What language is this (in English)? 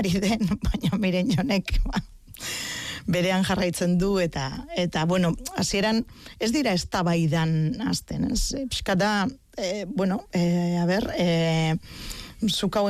Basque